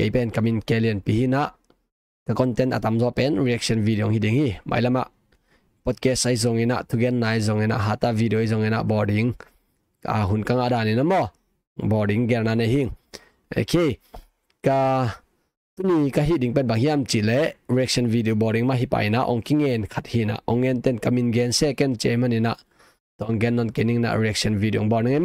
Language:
Tedim Chin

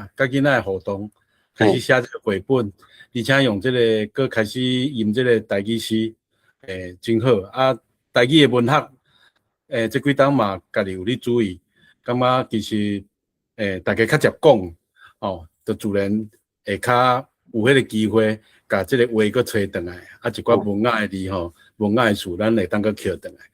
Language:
Min Nan Chinese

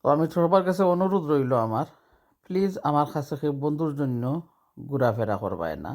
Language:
Sylheti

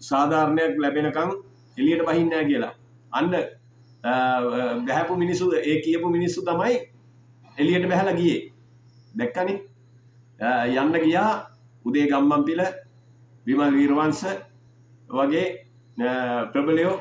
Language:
Sinhala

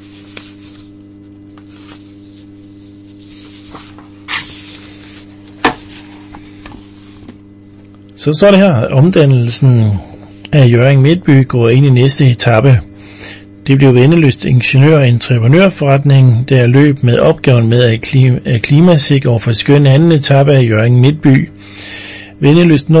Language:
Danish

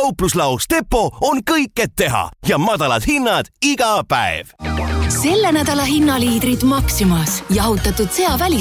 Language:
Estonian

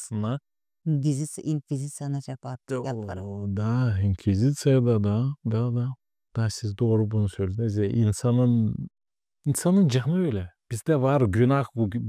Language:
Gagauz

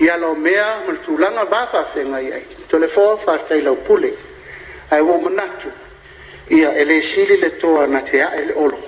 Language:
Samoan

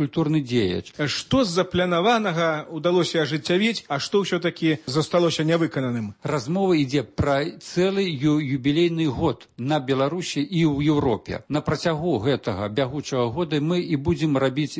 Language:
Belarusian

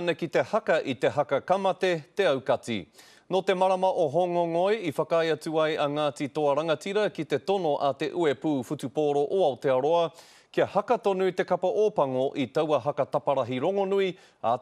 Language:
Māori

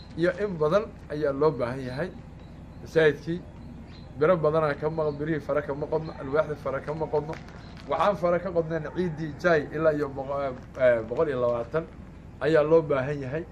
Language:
Somali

